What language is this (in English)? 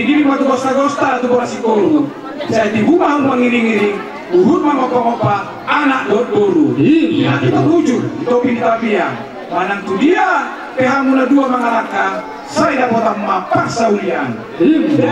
Batak Toba